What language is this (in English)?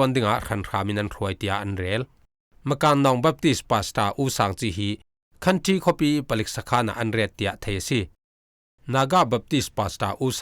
Falam Chin